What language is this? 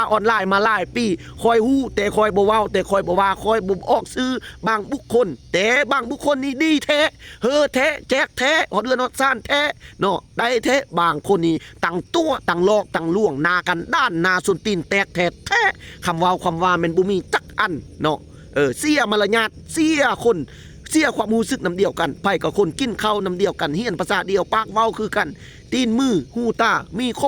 Lao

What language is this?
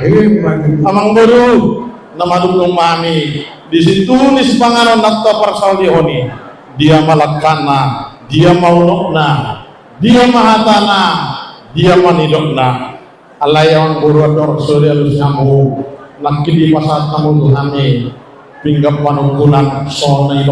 Batak Toba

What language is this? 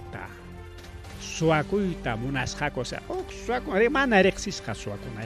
Ayacucho Quechua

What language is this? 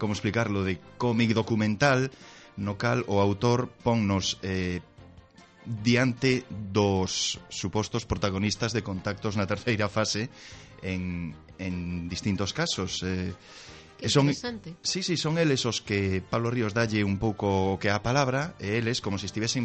Galician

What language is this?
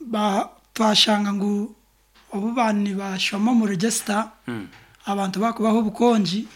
Nyankole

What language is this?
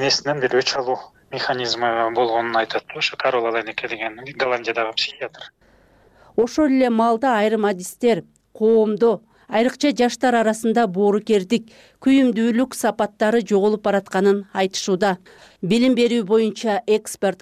Kyrgyz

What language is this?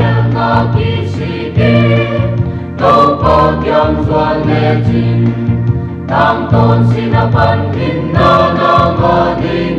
Paite Chin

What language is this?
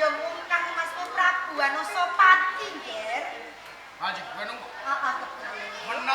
Javanese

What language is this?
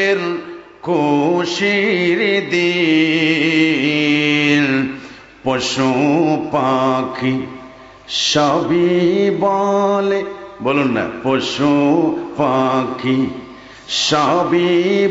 Bangla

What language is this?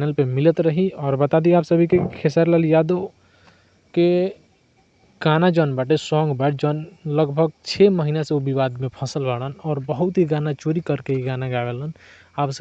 Bhojpuri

